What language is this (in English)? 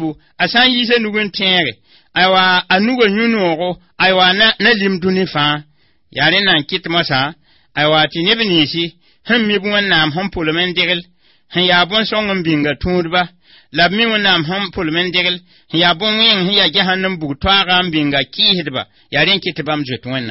Mossi